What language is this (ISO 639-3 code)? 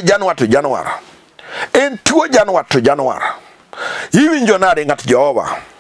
luo